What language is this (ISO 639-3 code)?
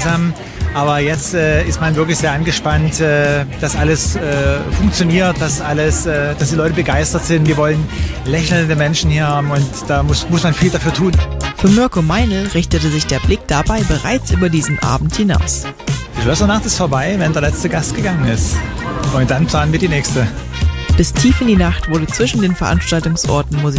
deu